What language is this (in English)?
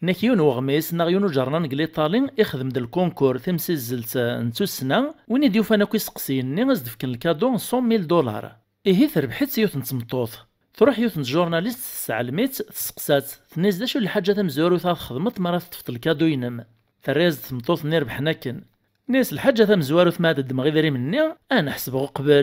Kabyle